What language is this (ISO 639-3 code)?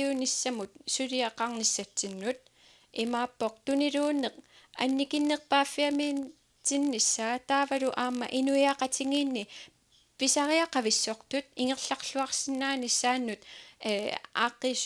kal